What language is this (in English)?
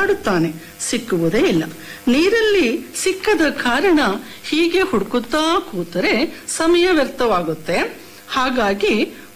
Kannada